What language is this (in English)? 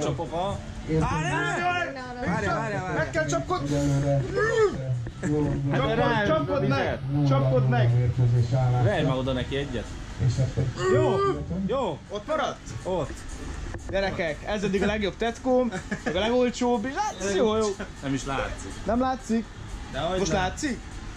Hungarian